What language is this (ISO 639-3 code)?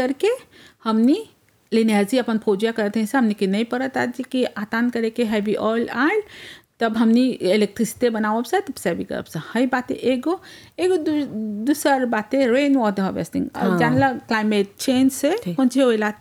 bho